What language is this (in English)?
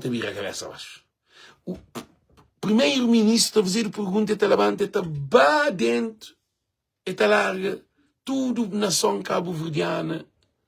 Kabuverdianu